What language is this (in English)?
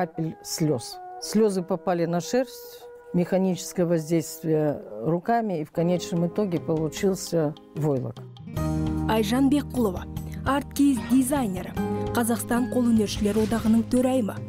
Kazakh